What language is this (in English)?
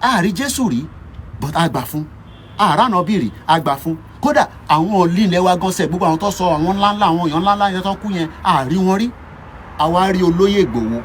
Yoruba